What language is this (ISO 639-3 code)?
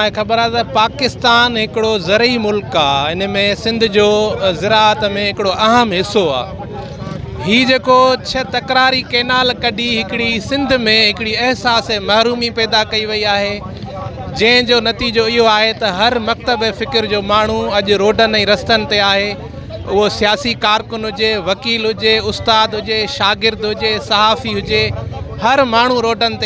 snd